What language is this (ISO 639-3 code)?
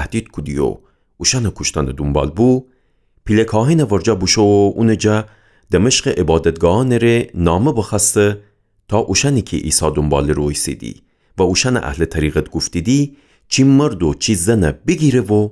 glk